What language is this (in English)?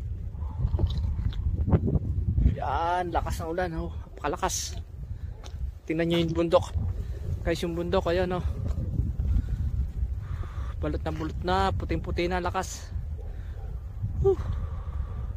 Filipino